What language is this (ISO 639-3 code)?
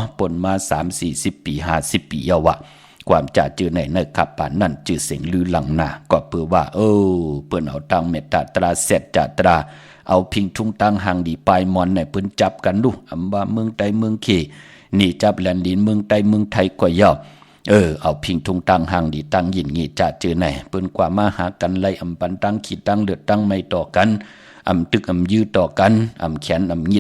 shn